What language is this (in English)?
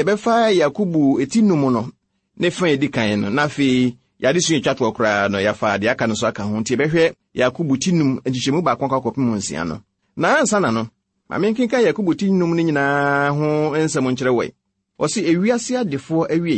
Akan